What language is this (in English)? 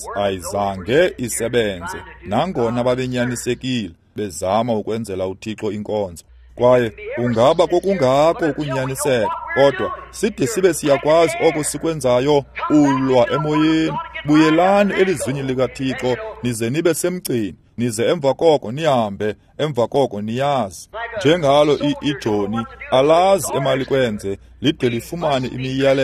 Xhosa